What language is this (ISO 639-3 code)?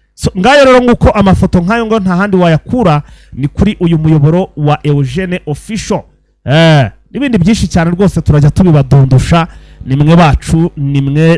kin